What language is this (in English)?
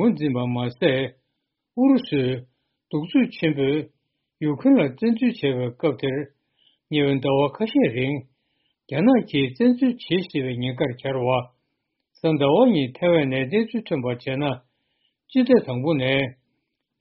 Tibetan